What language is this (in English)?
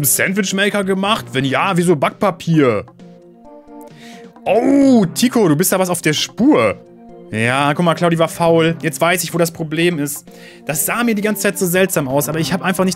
German